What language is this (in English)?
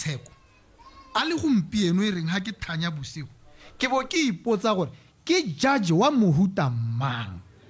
Tswana